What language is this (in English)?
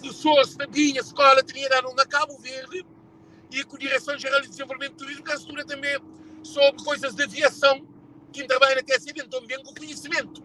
Kabuverdianu